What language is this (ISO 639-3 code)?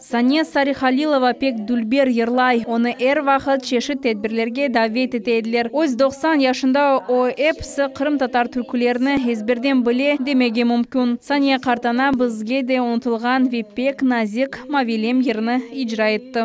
crh